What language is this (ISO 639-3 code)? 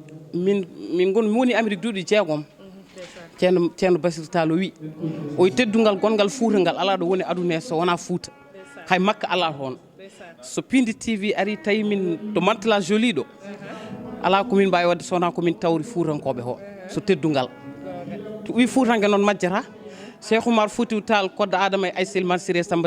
ful